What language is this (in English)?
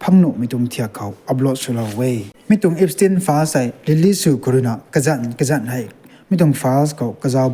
Rongmei Naga